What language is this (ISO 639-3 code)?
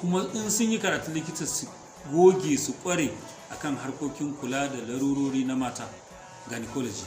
hau